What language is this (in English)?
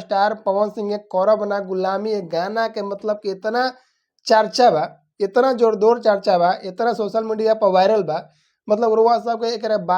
Bhojpuri